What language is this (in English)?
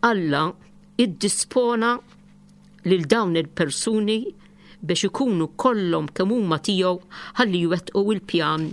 Maltese